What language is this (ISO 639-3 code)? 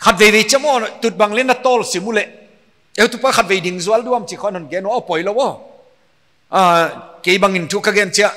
pck